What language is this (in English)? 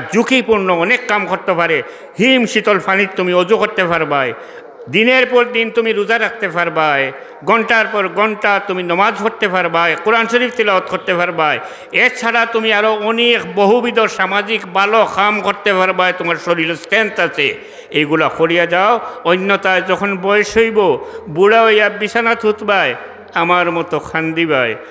Sylheti